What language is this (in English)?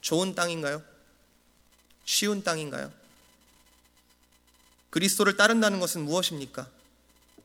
Korean